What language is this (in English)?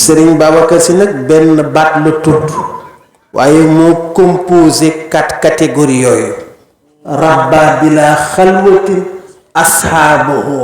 Wolof